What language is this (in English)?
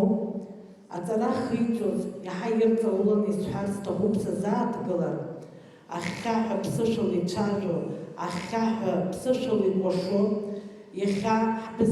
Abkhazian